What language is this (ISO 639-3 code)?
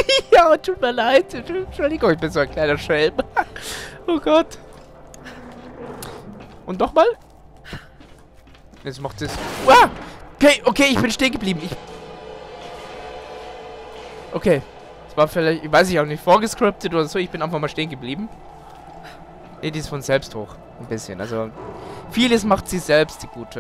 deu